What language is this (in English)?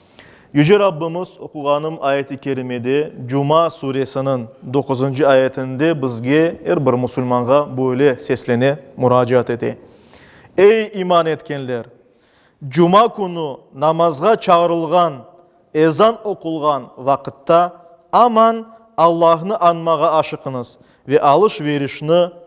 Crimean Tatar